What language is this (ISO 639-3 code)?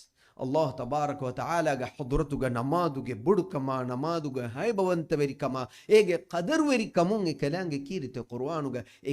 div